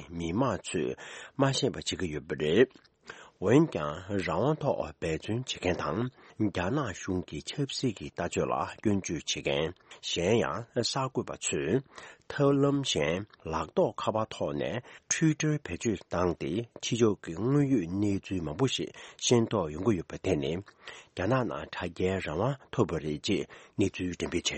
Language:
Tibetan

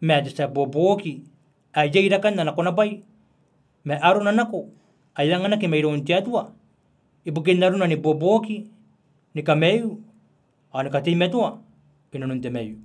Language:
Gilbertese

